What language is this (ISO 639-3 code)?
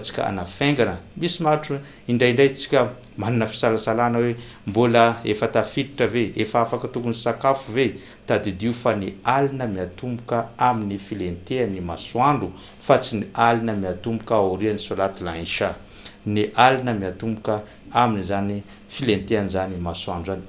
mlg